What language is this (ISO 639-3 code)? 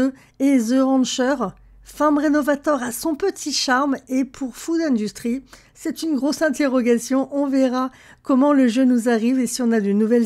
fra